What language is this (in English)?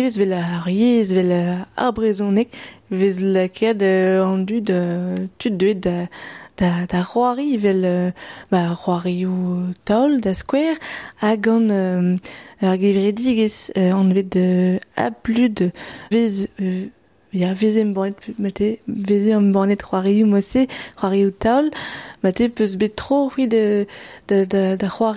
Breton